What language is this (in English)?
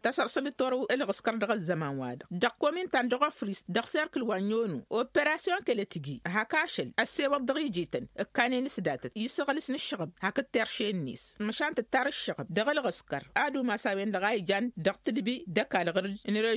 Tamasheq